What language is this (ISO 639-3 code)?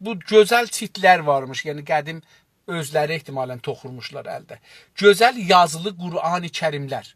azb